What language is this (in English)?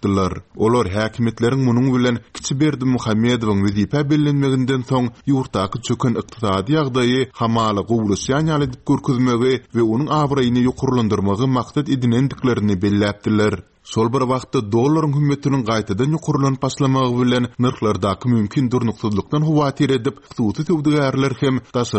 Turkmen